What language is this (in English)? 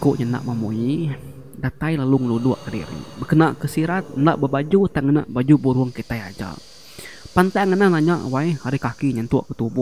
Iban